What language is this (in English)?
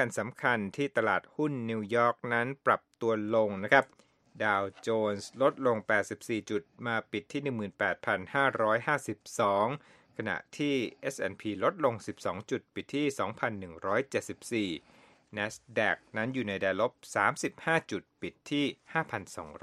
Thai